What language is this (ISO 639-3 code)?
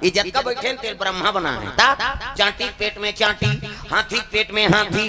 hne